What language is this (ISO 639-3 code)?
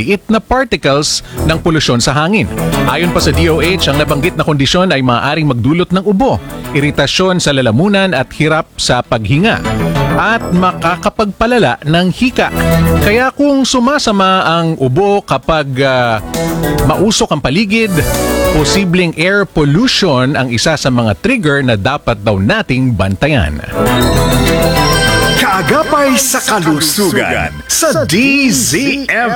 fil